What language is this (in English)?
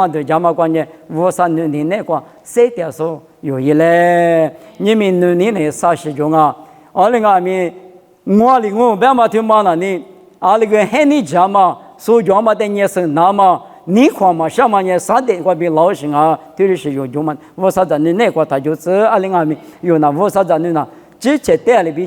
Lisu